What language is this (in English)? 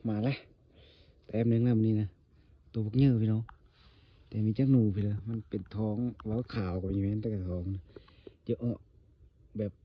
Northeastern Thai